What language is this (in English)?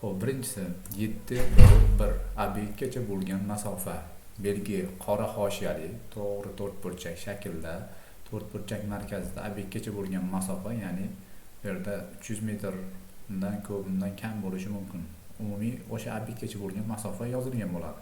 Uzbek